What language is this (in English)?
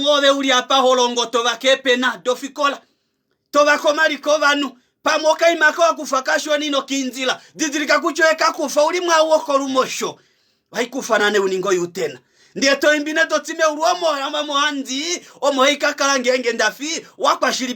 Kuanyama